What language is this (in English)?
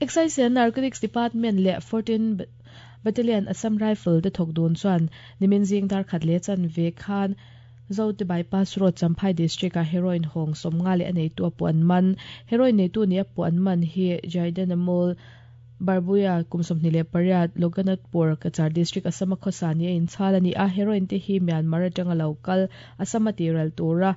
Mizo